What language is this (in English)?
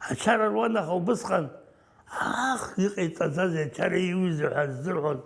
Abkhazian